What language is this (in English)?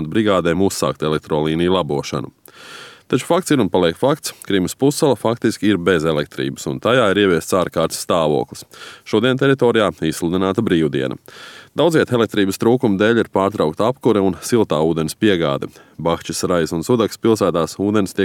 Latvian